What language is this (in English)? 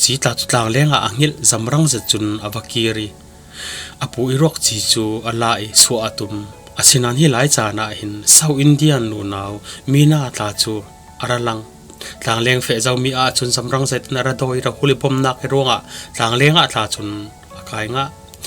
Falam Chin